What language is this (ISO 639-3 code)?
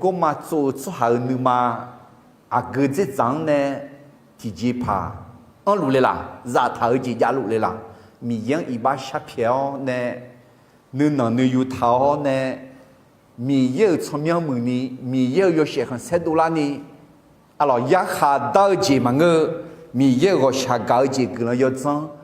ahk